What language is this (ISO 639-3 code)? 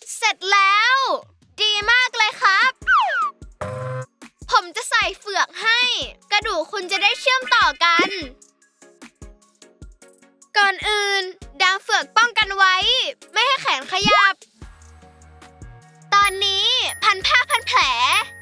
tha